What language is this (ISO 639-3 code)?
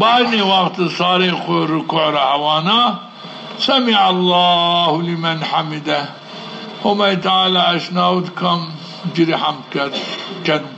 zza